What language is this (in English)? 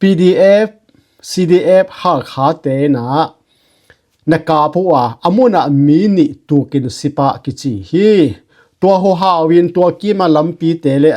Tedim Chin